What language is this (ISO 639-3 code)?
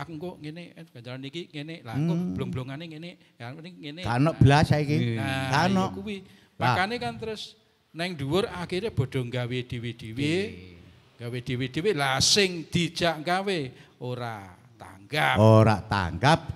jav